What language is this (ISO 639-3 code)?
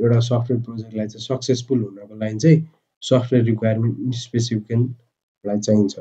nep